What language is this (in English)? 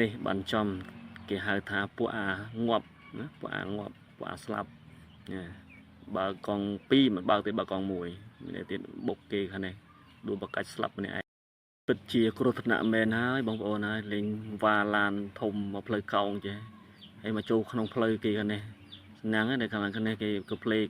Khmer